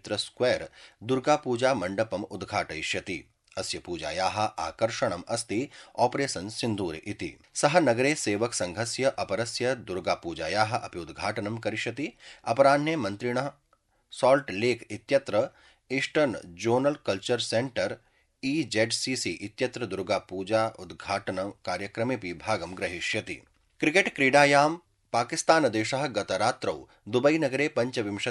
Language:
Sanskrit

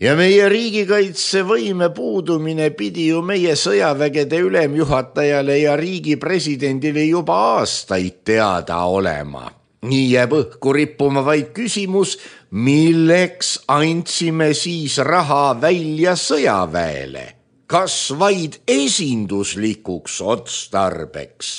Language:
Estonian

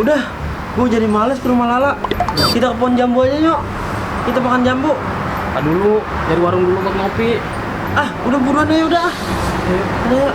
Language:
Betawi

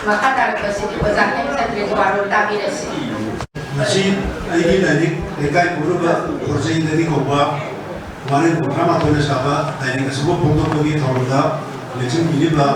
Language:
Manipuri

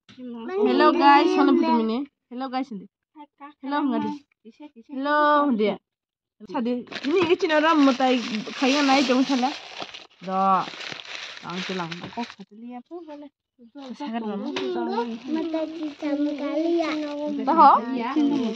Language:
Kok Borok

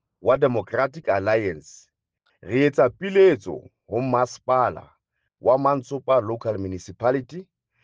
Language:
Southern Sotho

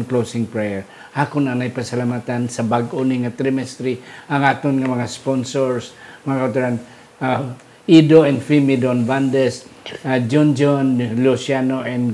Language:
Hiligaynon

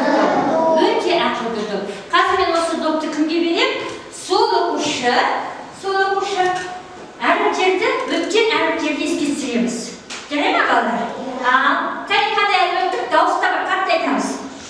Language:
Kazakh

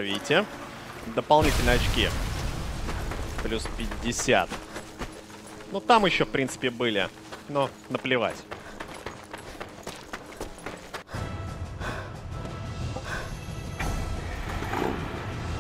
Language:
Russian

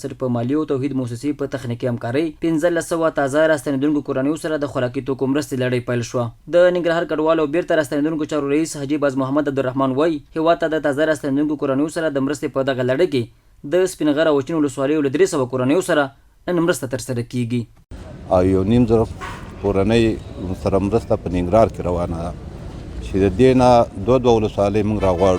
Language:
Pashto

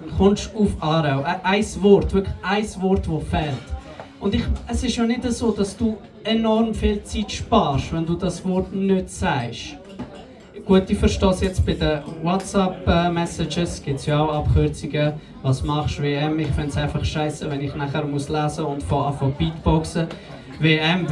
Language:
Swiss German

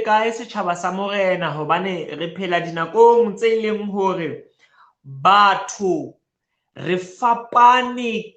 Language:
Southern Sotho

